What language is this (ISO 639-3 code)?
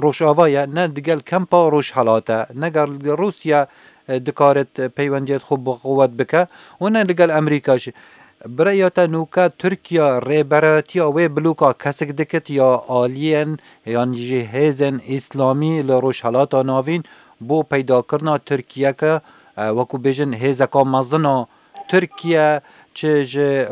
kur